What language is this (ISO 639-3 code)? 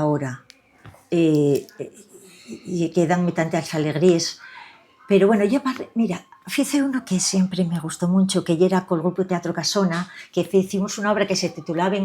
ast